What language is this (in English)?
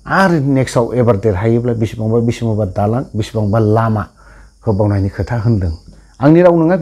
Bodo